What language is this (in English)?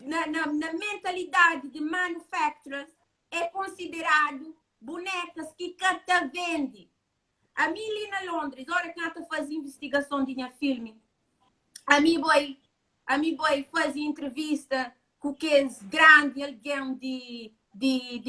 Kabuverdianu